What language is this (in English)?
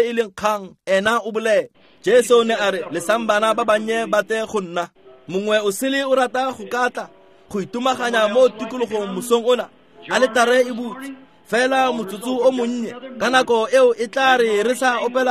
Tswana